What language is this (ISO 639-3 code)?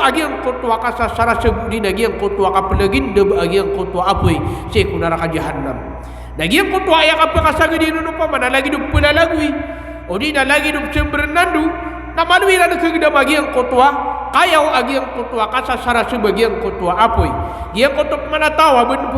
mrw